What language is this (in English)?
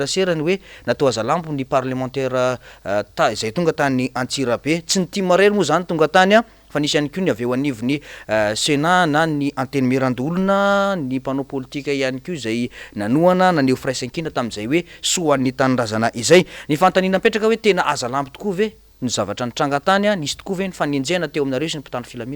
Malagasy